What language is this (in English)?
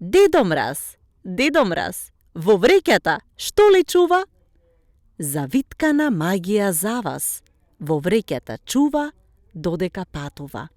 Macedonian